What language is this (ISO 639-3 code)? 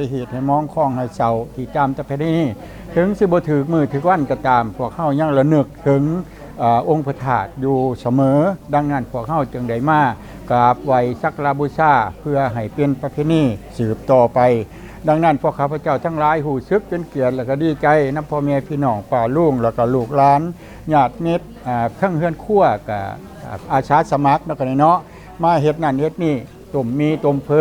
lao